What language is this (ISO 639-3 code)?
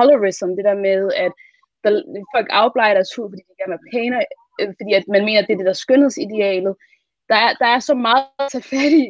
dan